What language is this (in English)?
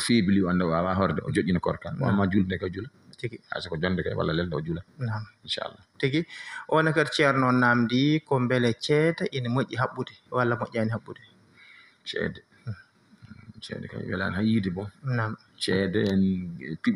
Fula